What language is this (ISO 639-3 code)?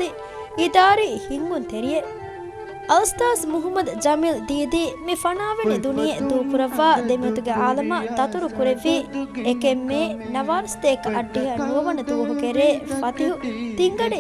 div